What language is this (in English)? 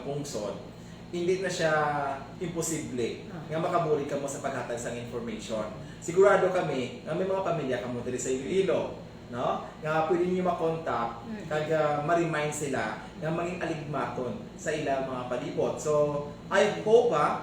Hiligaynon